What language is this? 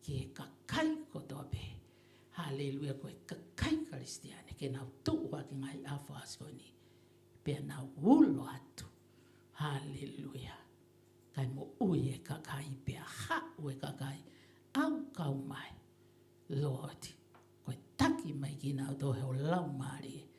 Tongan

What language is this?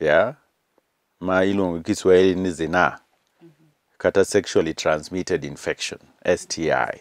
Luo (Kenya and Tanzania)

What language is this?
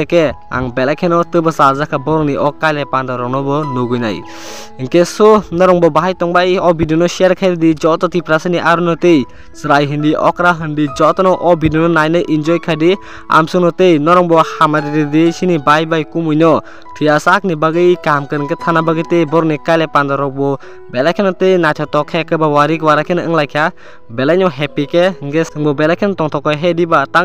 Kok Borok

